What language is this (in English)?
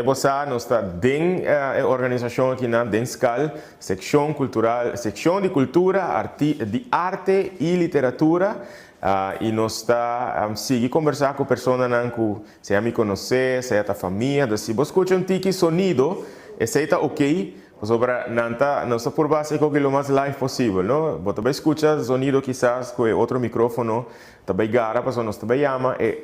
Papiamento